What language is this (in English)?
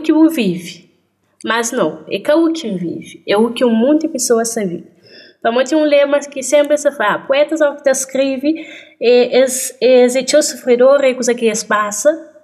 Kabuverdianu